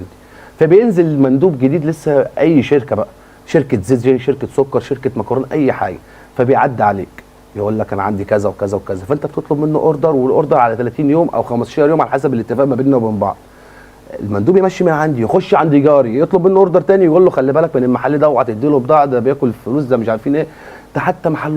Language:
Egyptian Arabic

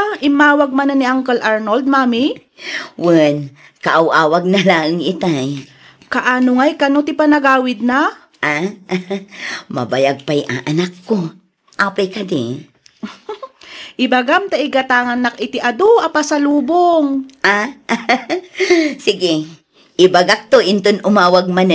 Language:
Iloko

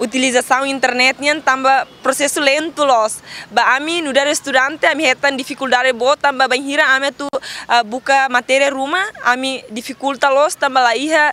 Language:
Tetum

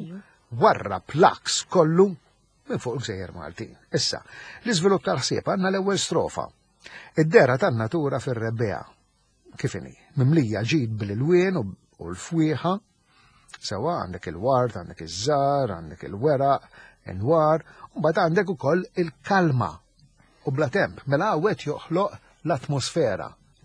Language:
Maltese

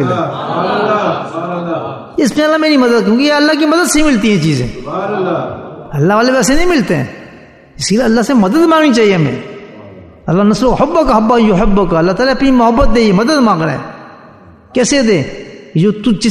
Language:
Urdu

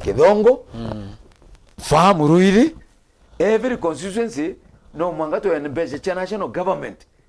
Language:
Meru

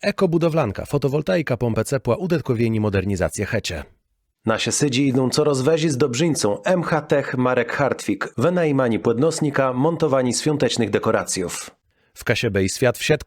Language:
Kashubian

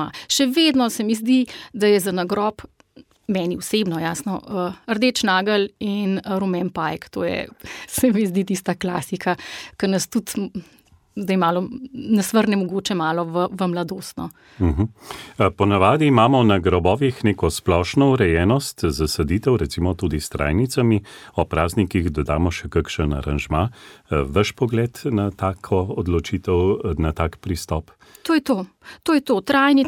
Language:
Slovenian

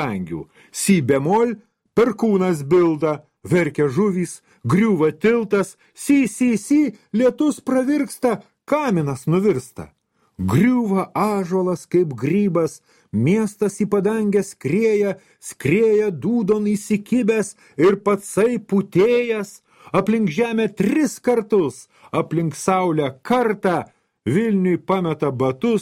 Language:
Lithuanian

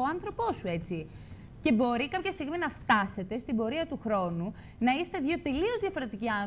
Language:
Greek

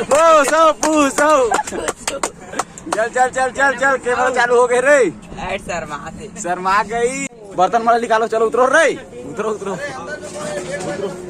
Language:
Chhattisgarhi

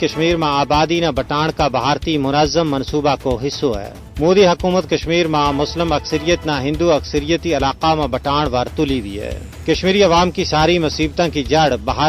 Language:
Gujari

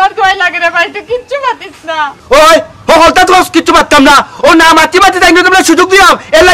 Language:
Sylheti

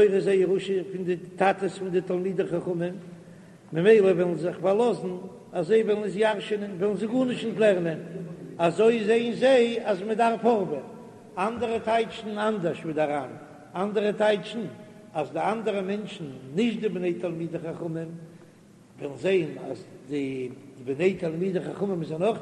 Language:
Yiddish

